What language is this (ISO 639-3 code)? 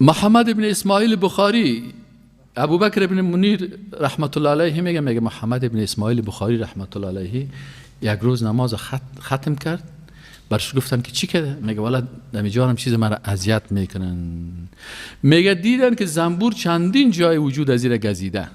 fas